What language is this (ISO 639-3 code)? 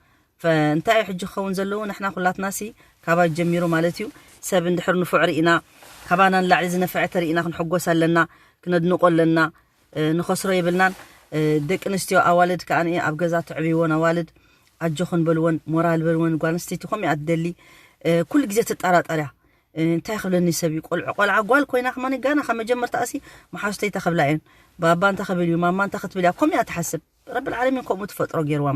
tir